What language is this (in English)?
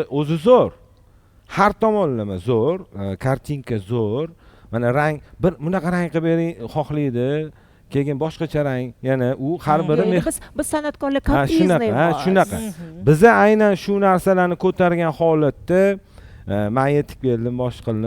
Uzbek